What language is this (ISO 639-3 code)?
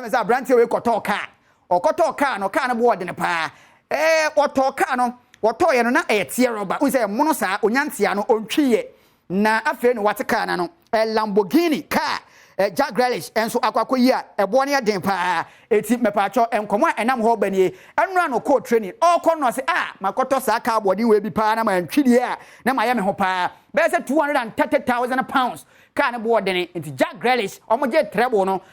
aka